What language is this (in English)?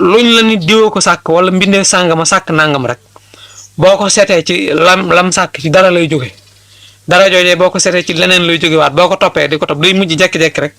Wolof